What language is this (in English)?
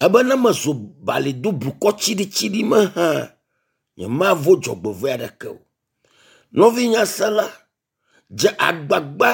Ewe